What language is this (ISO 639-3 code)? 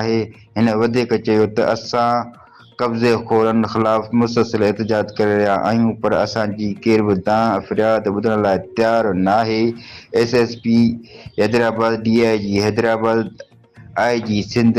snd